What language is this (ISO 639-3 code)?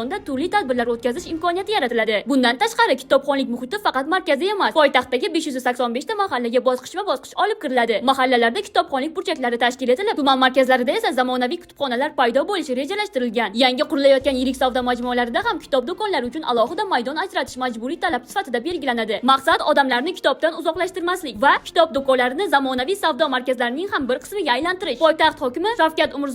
uzb